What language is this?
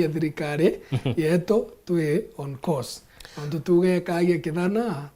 Meru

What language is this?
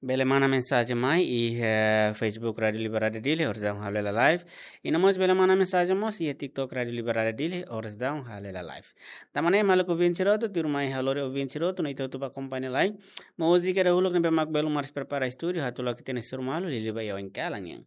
Tetum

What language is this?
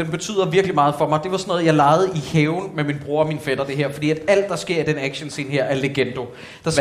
Danish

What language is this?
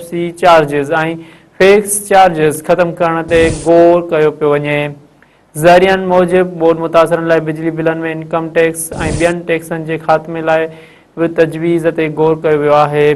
Sindhi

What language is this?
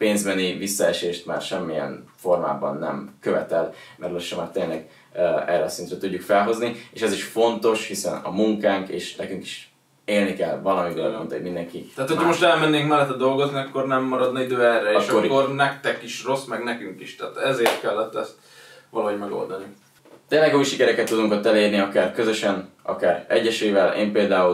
Hungarian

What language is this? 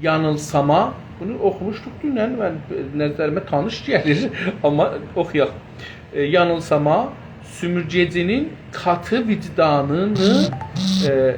South Azerbaijani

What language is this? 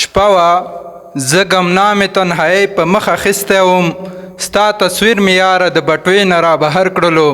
Pashto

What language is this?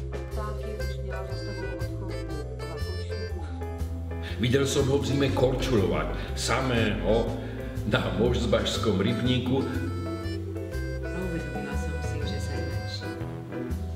Slovak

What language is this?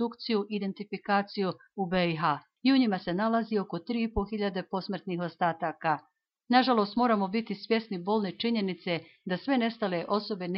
Bosnian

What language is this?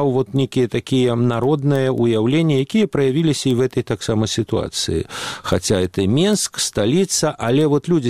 Belarusian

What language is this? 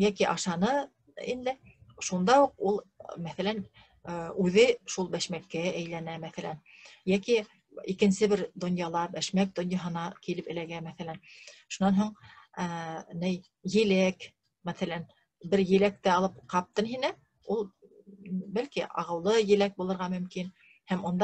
Bashkir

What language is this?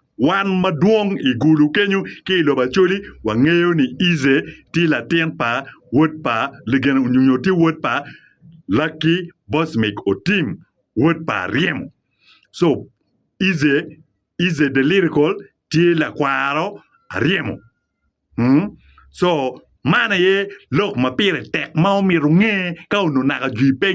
Acoli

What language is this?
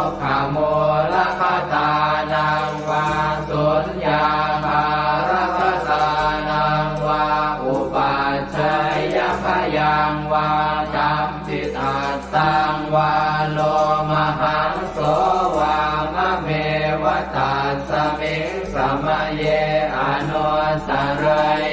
Pali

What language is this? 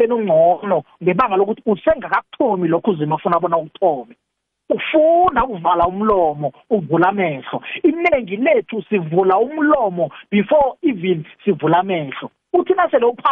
South Ndebele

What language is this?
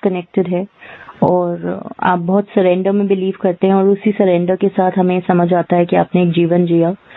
Hindi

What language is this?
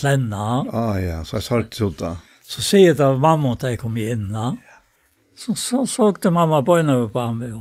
Faroese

